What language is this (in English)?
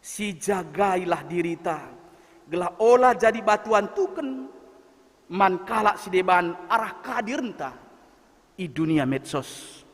Batak Karo